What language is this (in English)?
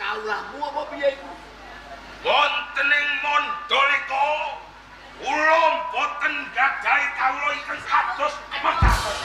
Javanese